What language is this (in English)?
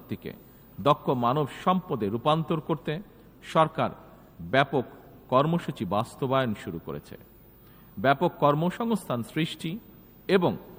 Bangla